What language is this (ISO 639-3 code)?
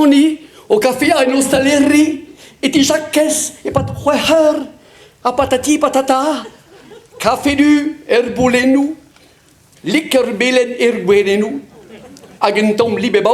bre